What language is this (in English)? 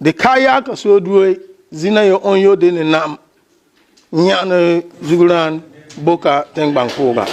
Kusaal